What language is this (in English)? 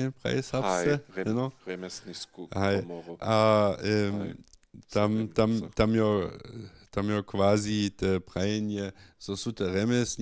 Upper Sorbian